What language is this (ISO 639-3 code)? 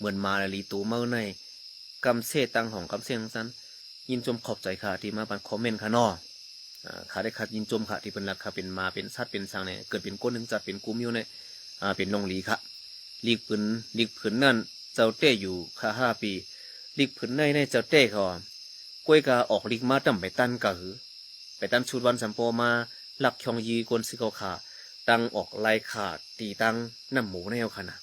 shn